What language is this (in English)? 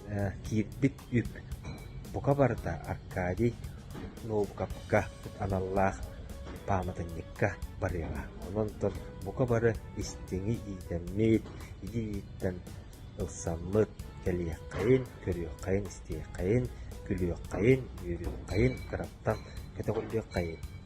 Yakut